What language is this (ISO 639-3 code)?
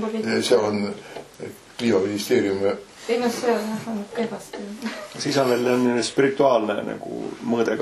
est